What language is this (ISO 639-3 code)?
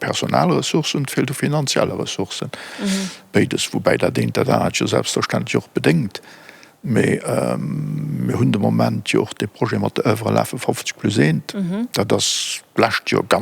ltz